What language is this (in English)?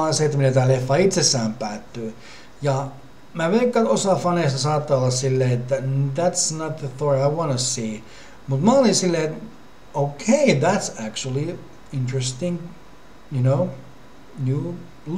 Finnish